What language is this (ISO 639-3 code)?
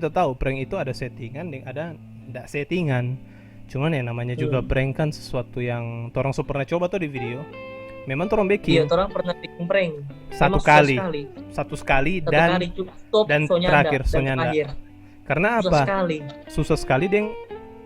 xmm